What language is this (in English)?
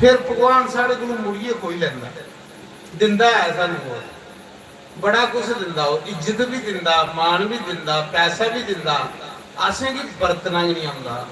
Dogri